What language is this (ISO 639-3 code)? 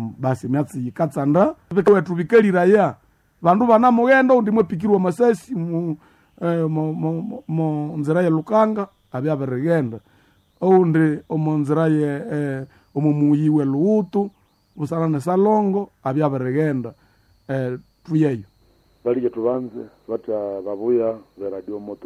nnb